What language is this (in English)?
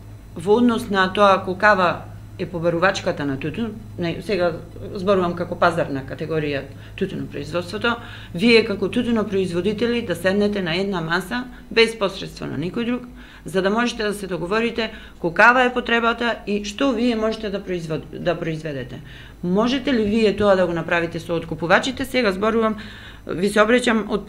Macedonian